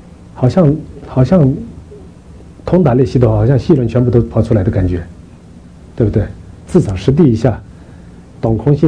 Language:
Chinese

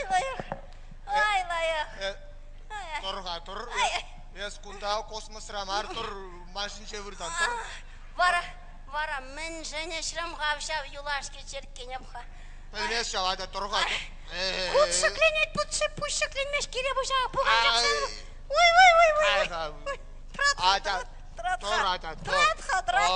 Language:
Chuvash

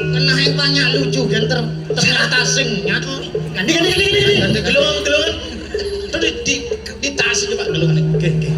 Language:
Balinese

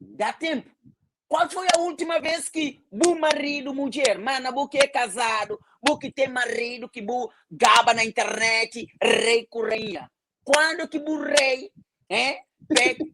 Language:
Kabuverdianu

